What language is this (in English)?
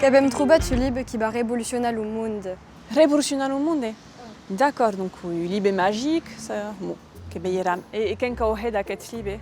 Occitan